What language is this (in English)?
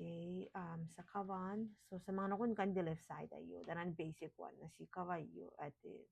Gilbertese